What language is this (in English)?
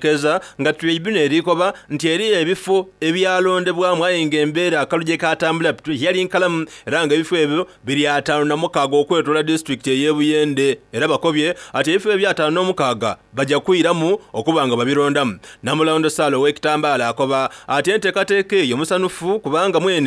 Soga